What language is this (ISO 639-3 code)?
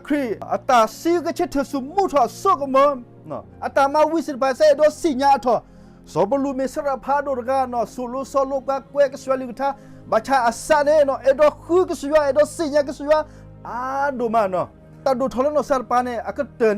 ksw